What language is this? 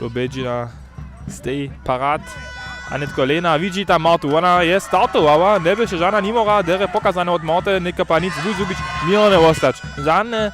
Upper Sorbian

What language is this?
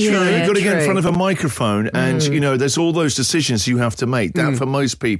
English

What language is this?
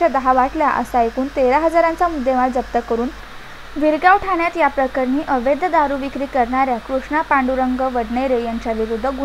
Marathi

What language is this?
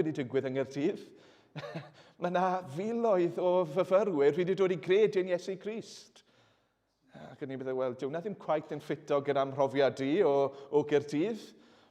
Welsh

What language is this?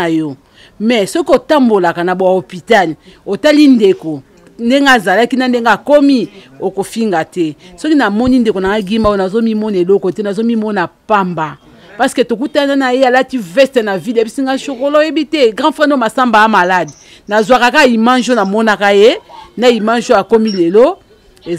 Lingala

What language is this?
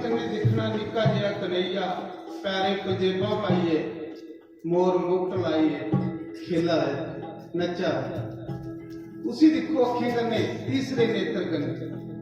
Dogri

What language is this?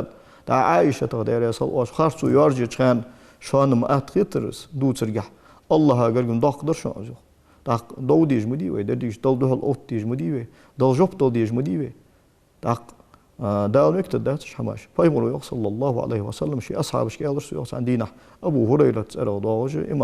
Ingush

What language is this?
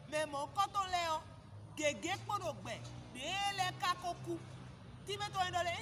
Fon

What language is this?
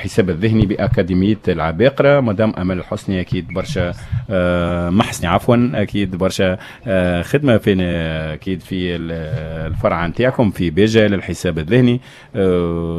Tunisian Arabic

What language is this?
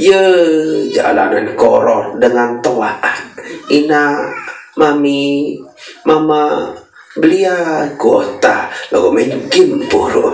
Sasak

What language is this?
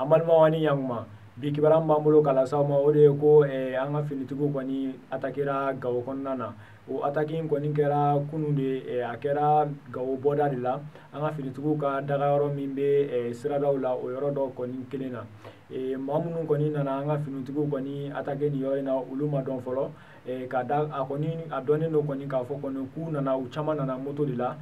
Bambara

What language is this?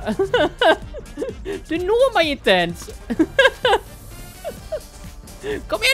Swedish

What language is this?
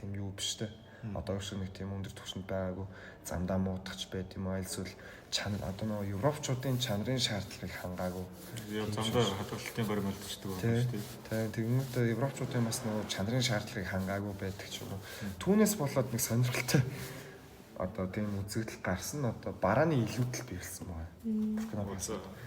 Mongolian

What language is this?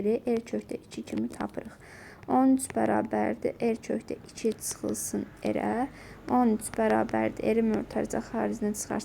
Azerbaijani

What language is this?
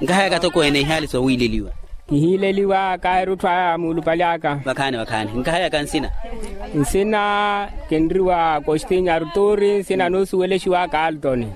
Makhuwa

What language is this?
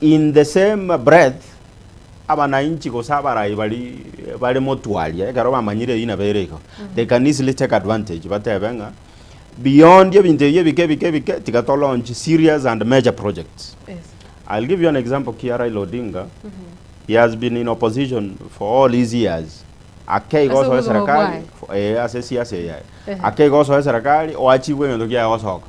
Gusii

